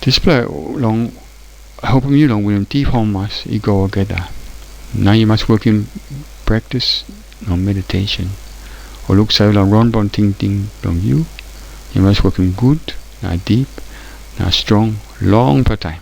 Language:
Tok Pisin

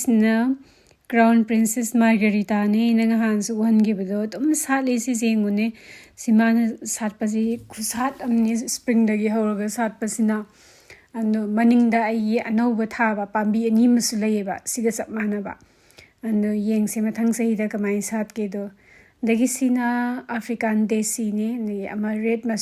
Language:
Manipuri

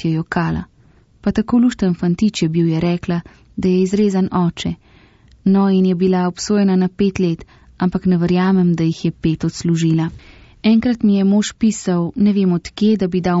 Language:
Slovenian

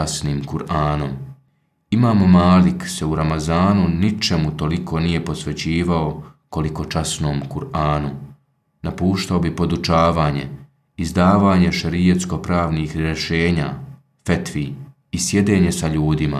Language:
Bosnian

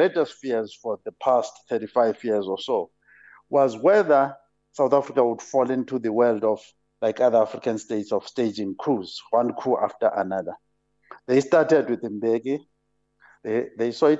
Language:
English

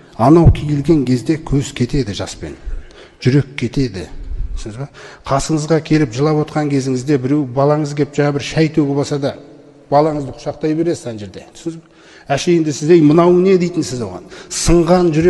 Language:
Kazakh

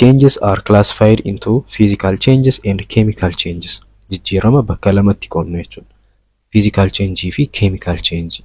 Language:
Oromo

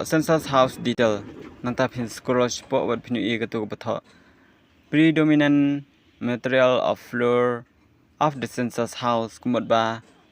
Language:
Khasi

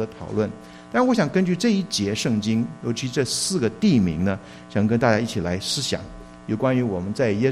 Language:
Chinese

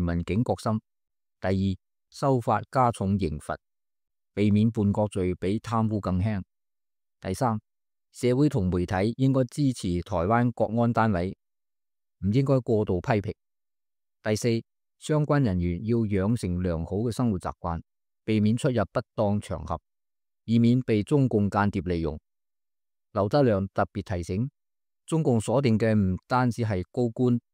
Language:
Cantonese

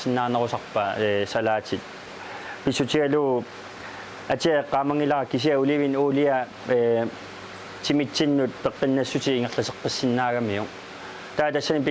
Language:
Kalaallisut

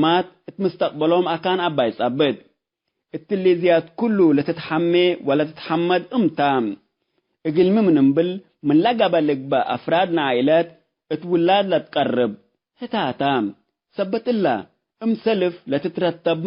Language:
Tigre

